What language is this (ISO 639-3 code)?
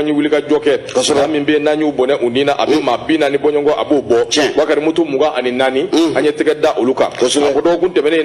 bam